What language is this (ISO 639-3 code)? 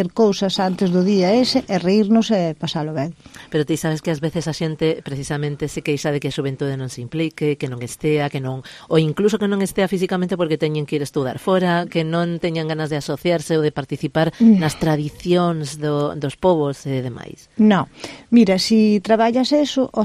glg